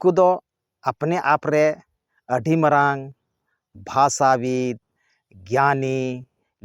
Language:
Santali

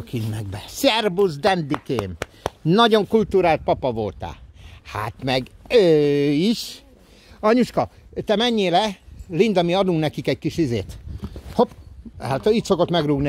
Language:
Hungarian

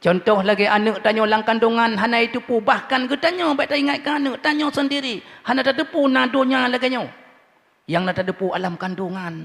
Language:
Achinese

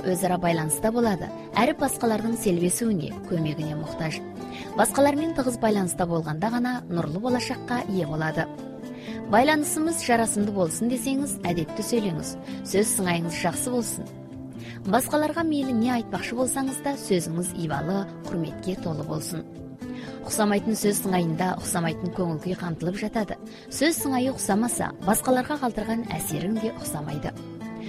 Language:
Kazakh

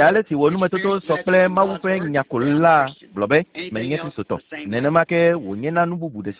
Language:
Ewe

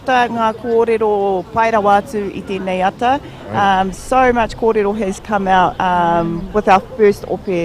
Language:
Māori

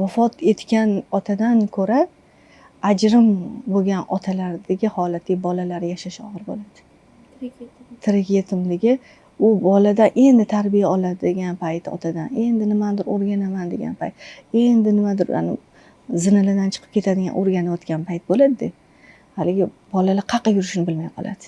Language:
Uzbek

